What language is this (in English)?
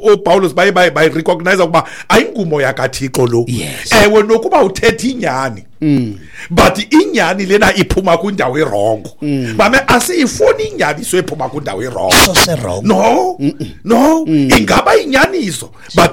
Xhosa